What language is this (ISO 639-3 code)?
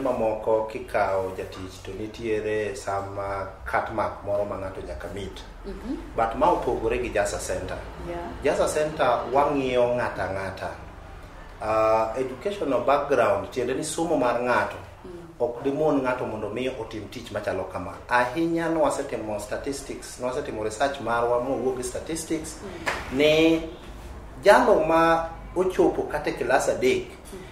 luo